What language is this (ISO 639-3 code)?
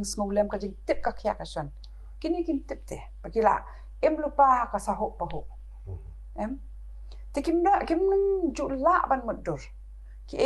kha